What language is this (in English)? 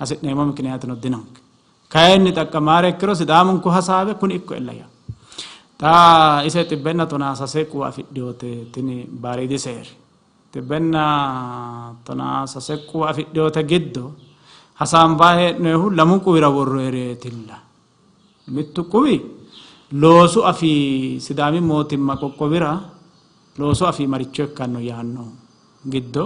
Sidamo